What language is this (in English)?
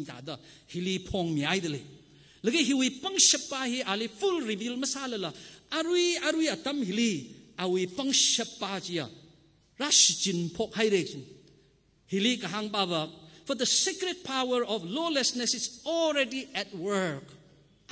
Tangkhul Naga (India)